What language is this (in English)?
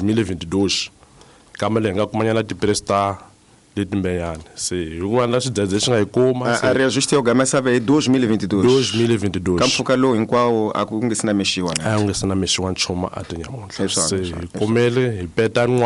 Tsonga